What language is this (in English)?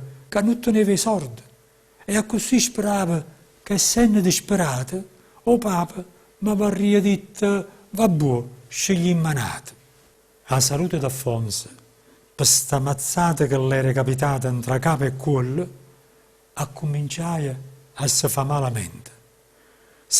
Neapolitan